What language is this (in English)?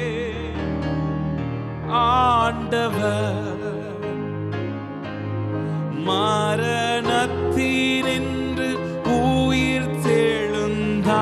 Tamil